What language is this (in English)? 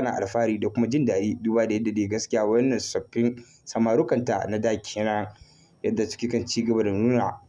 Hausa